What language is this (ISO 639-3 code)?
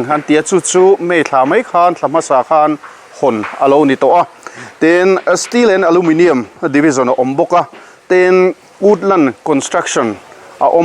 lus